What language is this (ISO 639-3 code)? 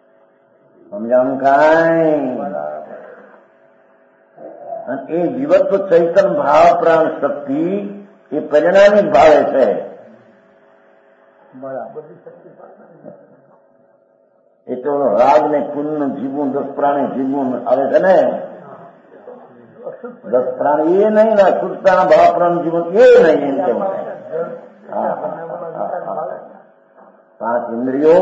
guj